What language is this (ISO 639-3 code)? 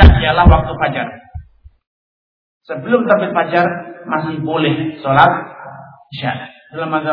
ind